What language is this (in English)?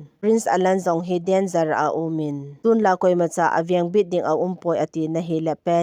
Thado Chin